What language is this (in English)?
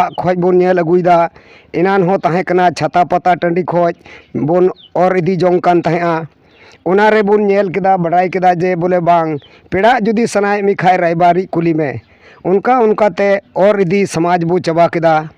Santali